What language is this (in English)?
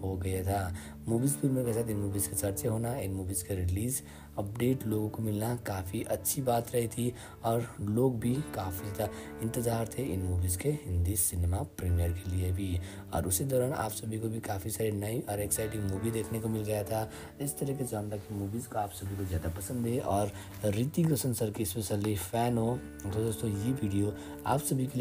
Hindi